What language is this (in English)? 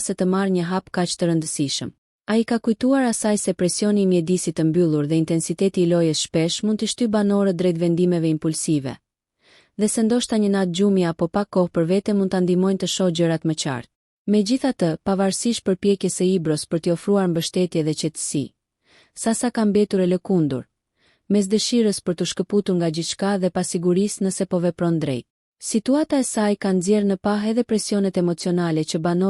Albanian